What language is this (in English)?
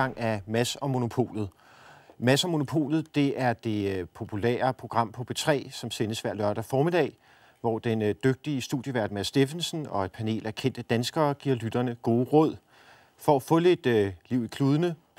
Danish